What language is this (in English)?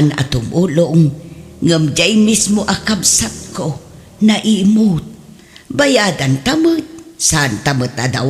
Iloko